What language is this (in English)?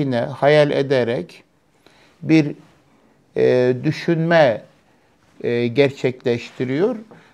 Turkish